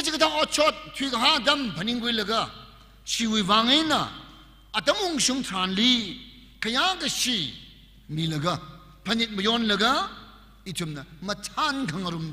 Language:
Tangkhul Naga (India)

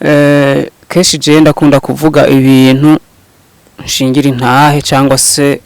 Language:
Rundi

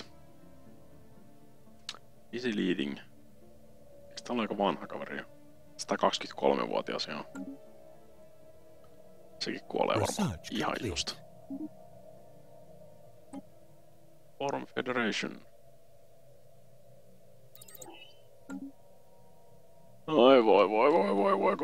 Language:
Finnish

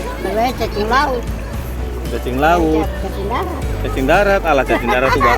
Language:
Ambonese Malay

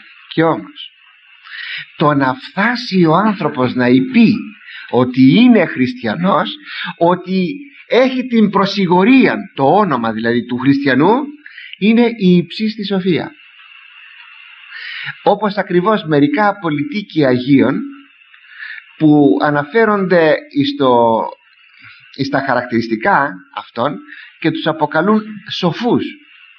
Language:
Greek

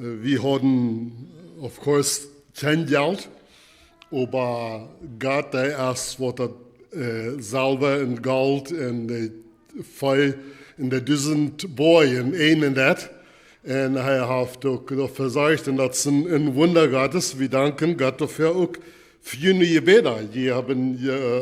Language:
Plautdietsch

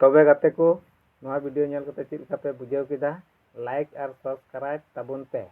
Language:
Santali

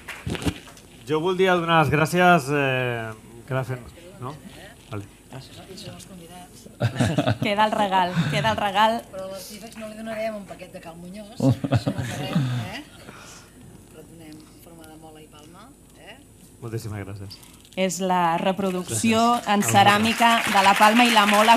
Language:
Catalan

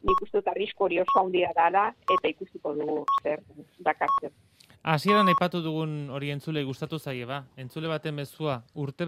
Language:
Basque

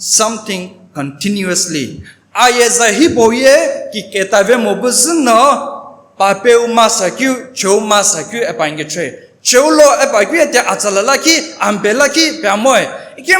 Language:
Sumi Naga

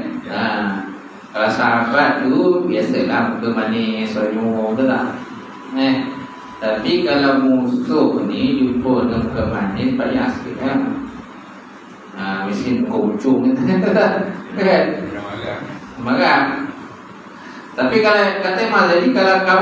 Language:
Malay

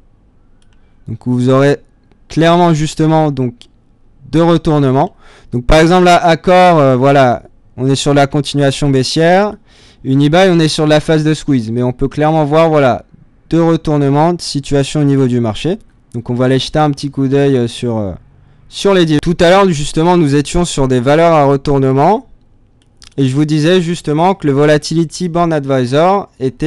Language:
French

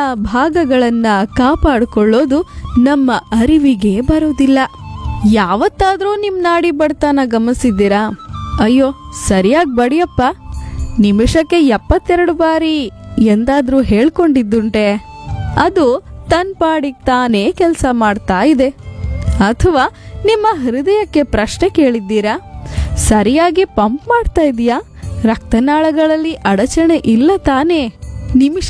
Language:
Kannada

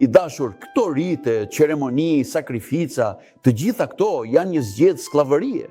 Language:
Albanian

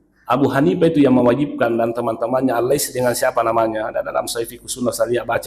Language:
Buginese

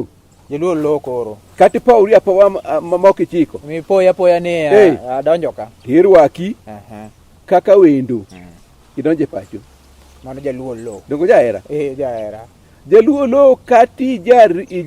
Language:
Luo (Kenya and Tanzania)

